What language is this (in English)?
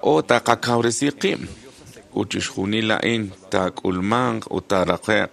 Kekchí